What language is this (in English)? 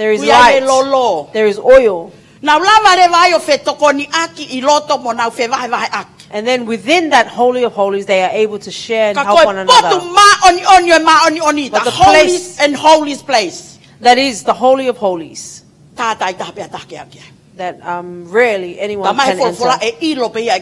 Tongan